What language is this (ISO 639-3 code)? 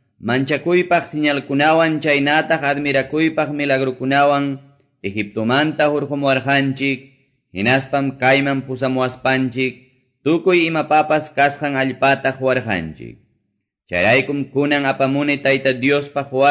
que